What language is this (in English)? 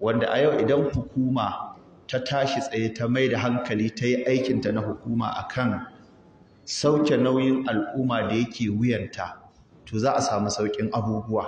Hausa